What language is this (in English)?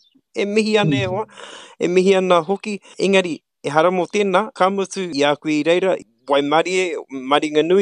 Māori